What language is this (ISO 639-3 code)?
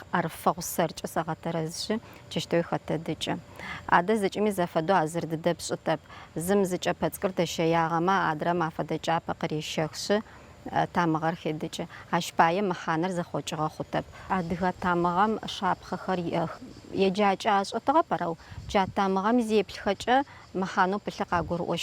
ady